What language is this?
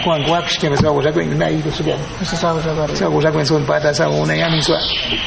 Awa-Cuaiquer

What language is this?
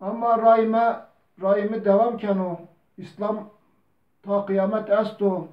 Zaza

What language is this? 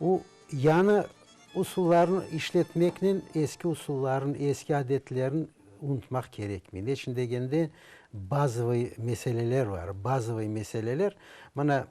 Crimean Tatar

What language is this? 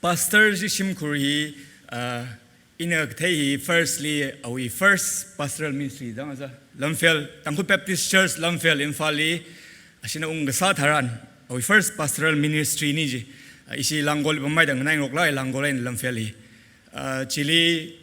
Tangkhul Naga (India)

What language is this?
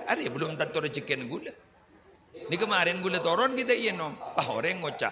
Madurese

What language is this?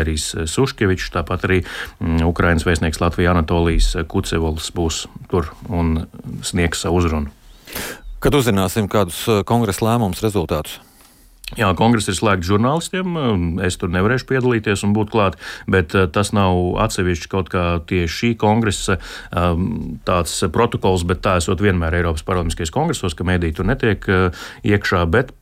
Latvian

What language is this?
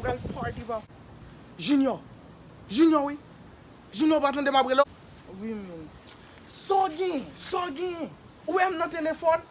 Haitian Creole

